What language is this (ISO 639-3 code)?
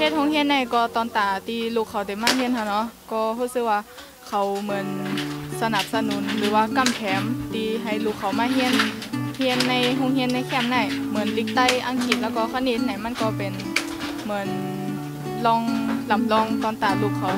shn